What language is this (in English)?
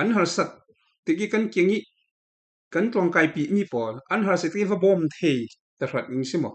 Falam Chin